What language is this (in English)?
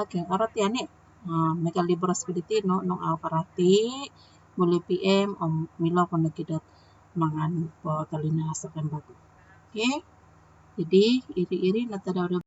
Central Dusun